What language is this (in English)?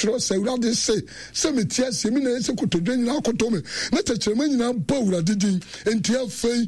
Akan